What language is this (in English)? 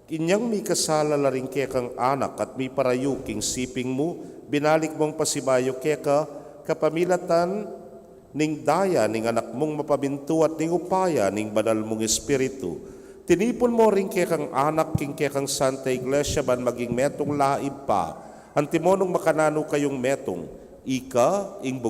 Pampanga